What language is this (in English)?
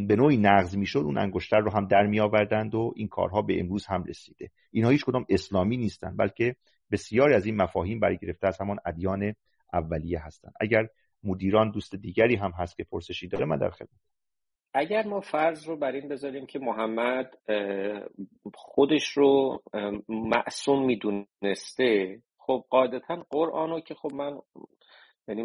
Persian